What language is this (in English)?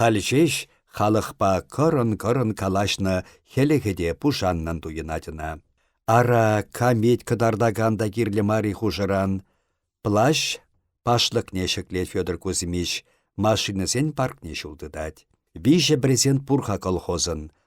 Chuvash